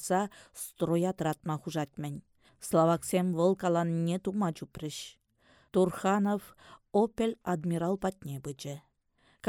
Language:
Chuvash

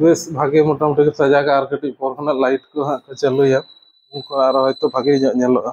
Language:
Santali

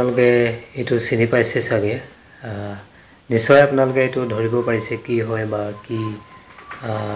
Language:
Assamese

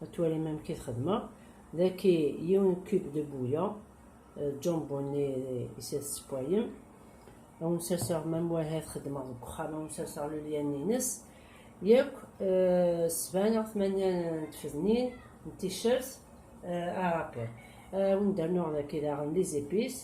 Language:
Kabyle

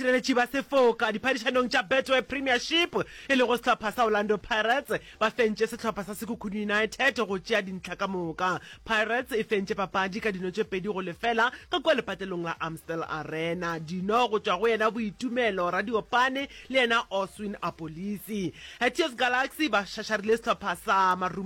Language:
Northern Sotho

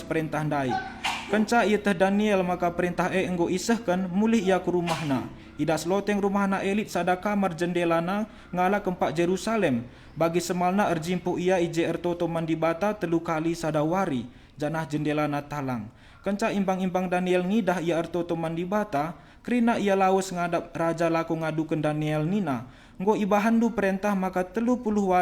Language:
Batak Karo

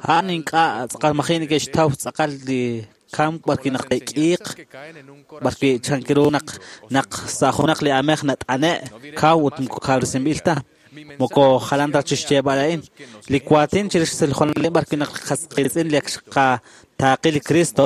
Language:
Kekchí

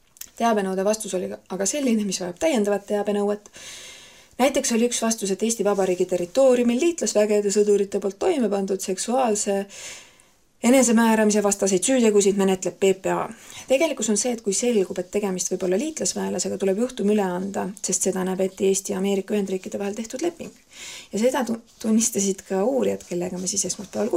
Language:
Estonian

